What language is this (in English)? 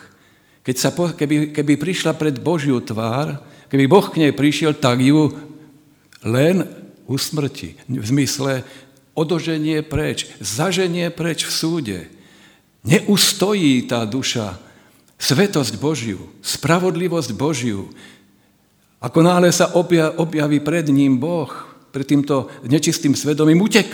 Slovak